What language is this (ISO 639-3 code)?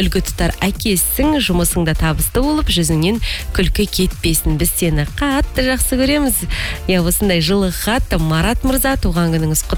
kaz